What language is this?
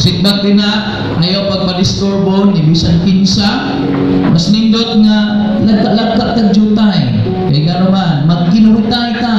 Cebuano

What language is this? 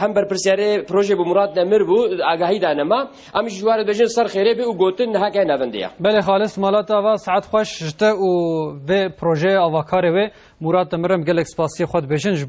Kurdish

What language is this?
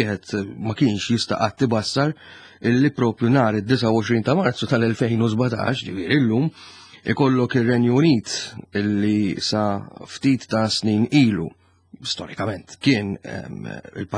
Maltese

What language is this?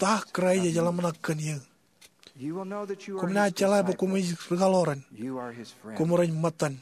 Marshallese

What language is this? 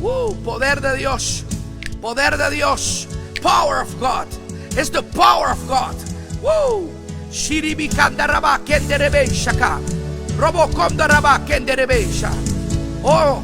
Papiamento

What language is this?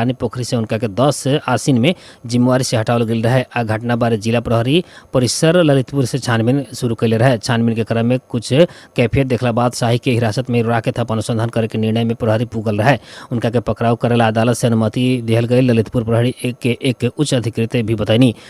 Bhojpuri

